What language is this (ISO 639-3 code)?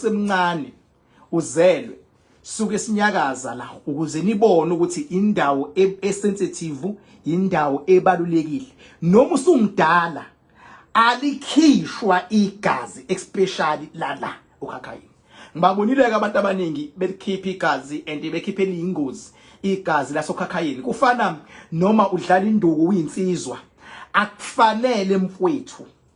zul